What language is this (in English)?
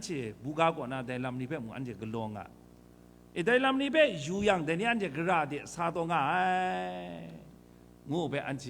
Kachin